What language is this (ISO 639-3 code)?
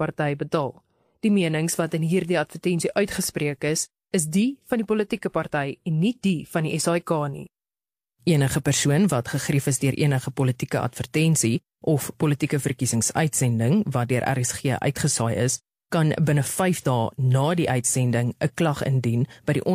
afr